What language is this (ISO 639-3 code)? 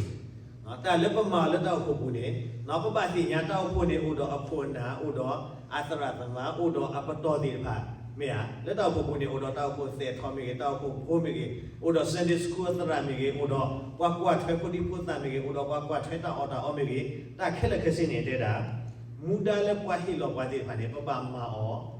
ksw